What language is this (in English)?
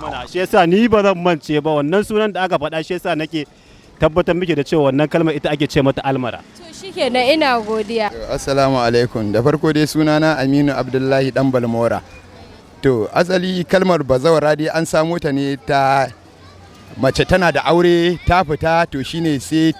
Hausa